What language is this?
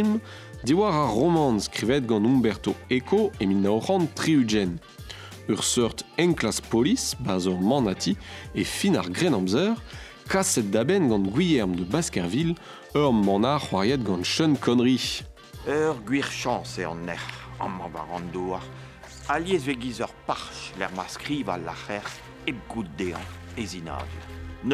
Breton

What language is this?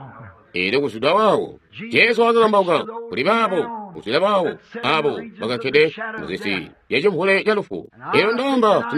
Tonga (Zambia)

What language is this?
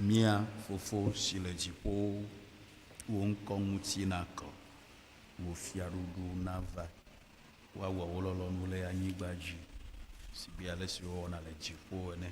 Ewe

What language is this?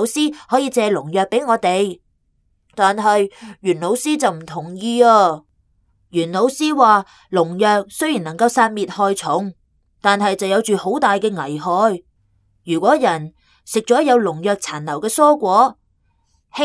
Cantonese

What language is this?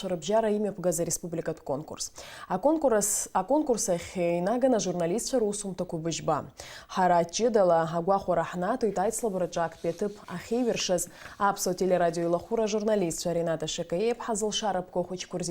Abkhazian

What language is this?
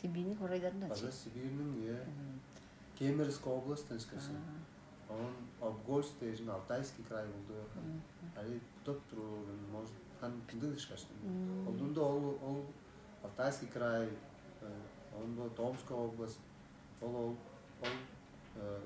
Tuvinian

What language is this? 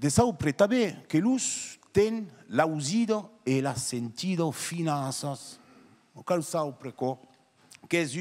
Occitan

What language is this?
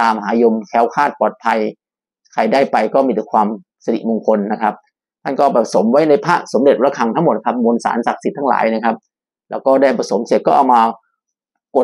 Thai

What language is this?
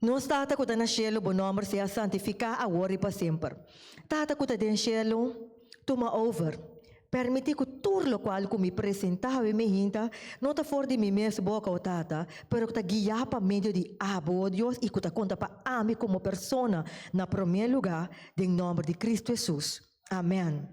Papiamento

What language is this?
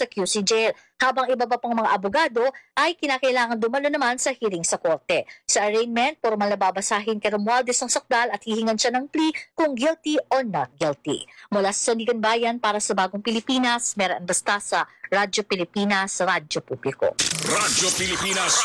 Filipino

